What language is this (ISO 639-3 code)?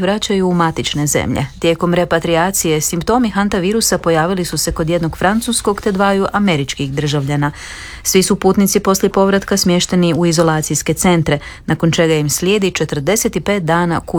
hrv